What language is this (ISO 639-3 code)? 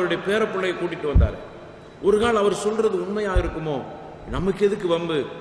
tam